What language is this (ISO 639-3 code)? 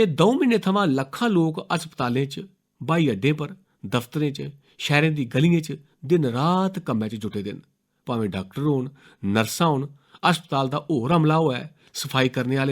doi